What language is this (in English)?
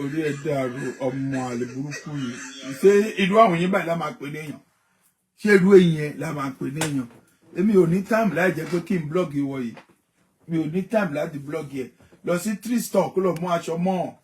Yoruba